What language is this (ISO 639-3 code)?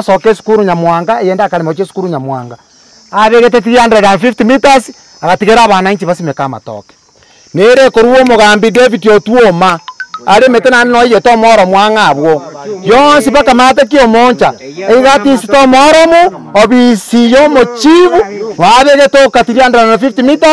guz